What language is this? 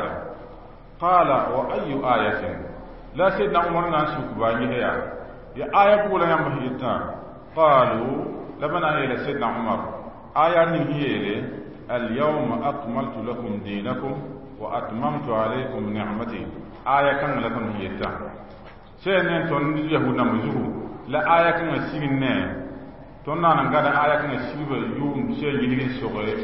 Mossi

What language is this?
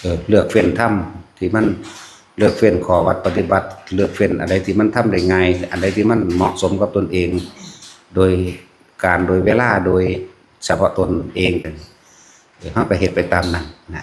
Lao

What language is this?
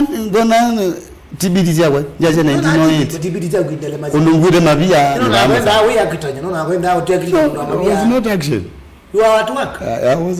Kamba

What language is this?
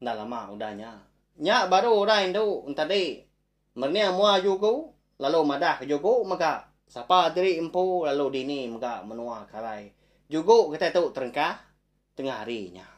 Iban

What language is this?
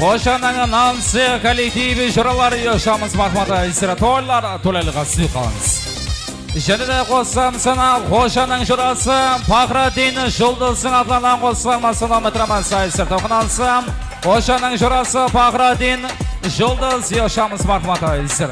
Kara-Kalpak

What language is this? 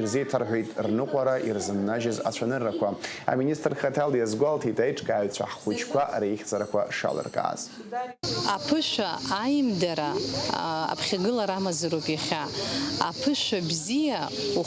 Abkhazian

